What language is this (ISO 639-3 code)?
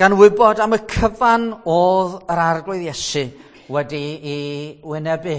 cym